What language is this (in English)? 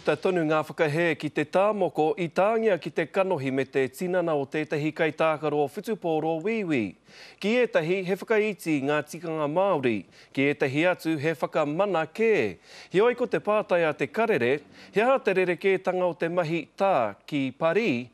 Māori